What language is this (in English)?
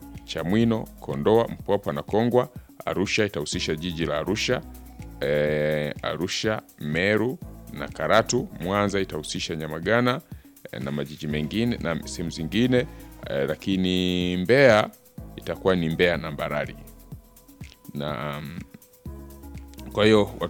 Swahili